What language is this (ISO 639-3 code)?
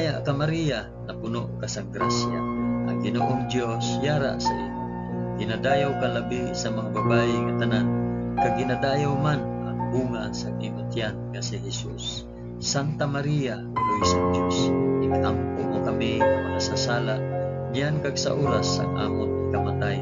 hil